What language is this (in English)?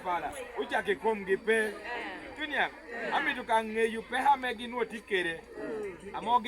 Lango (Uganda)